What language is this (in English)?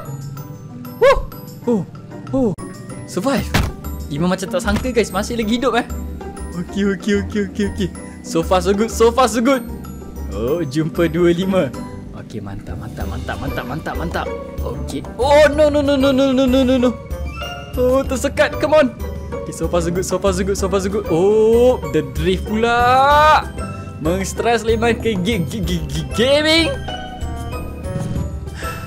Malay